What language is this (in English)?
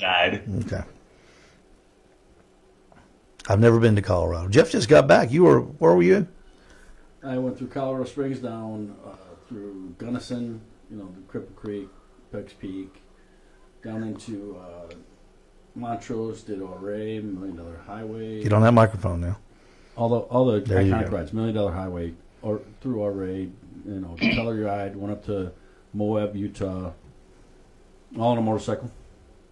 English